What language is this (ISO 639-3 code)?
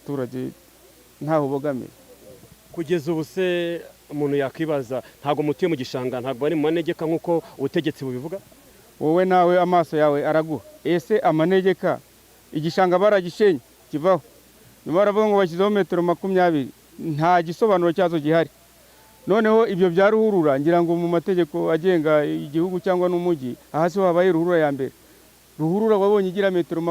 kin